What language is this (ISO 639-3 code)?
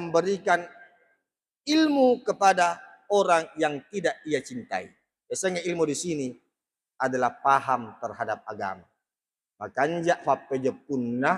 bug